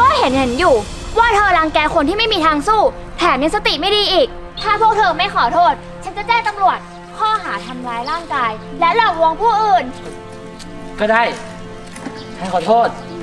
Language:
Thai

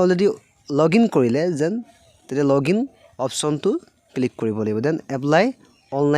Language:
Assamese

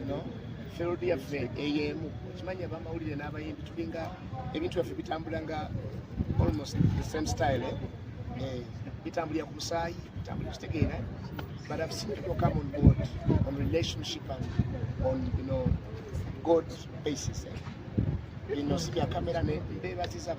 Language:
Ganda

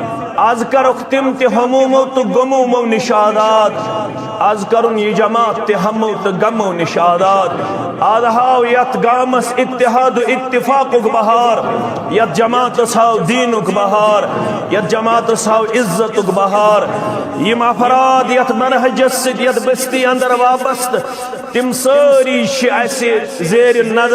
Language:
Kashmiri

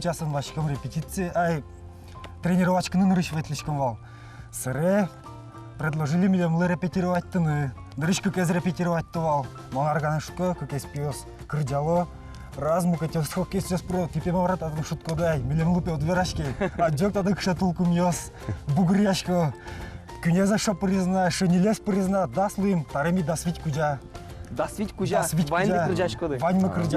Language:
Udmurt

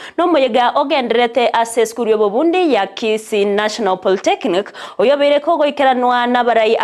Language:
Gusii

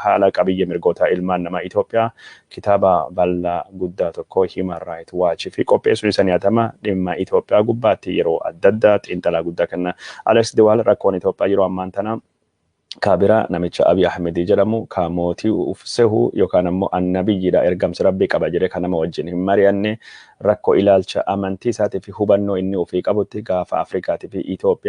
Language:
Oromo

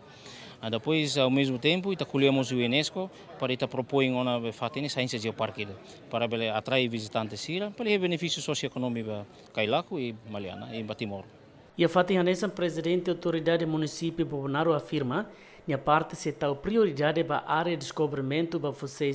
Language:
Tetum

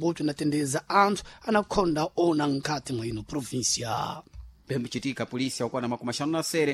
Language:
Sena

